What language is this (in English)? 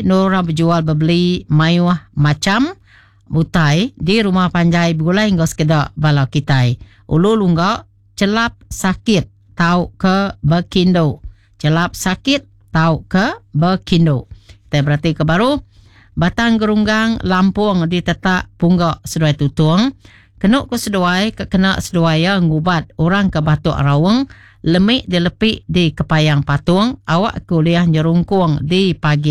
Iban